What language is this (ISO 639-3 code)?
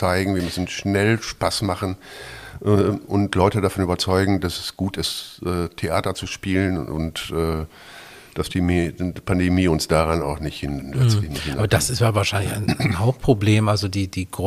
deu